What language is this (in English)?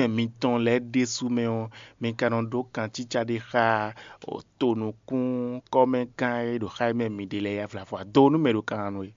Fon